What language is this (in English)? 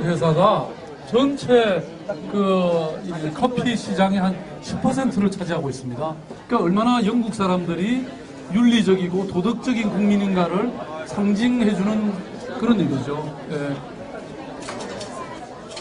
Korean